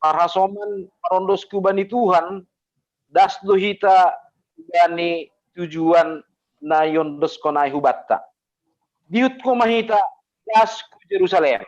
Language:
Batak Simalungun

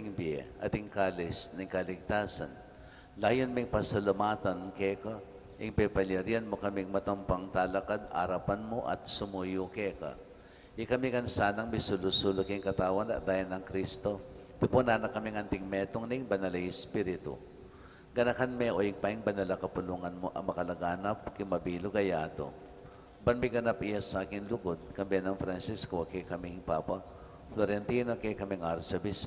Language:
Pampanga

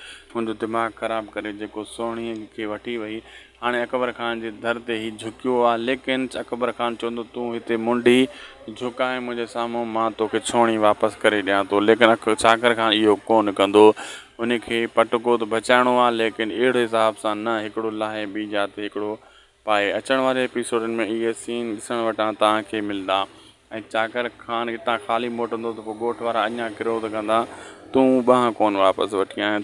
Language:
Sindhi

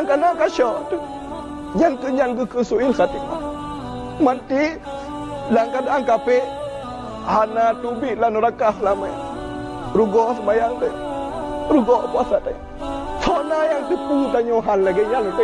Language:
Achinese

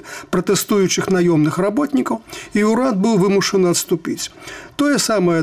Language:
Belarusian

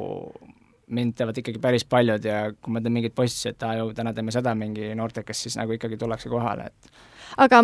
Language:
Estonian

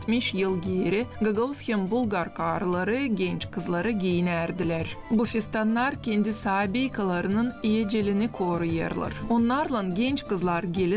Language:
Gagauz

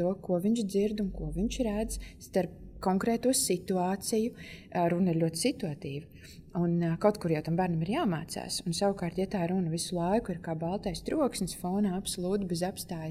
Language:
Latvian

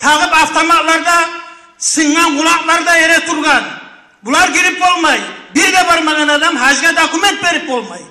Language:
Kumyk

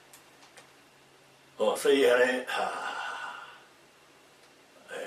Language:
Min Nan Chinese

